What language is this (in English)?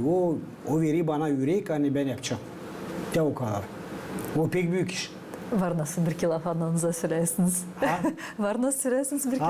Gagauz